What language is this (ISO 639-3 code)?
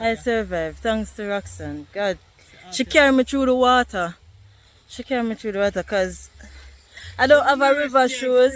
jam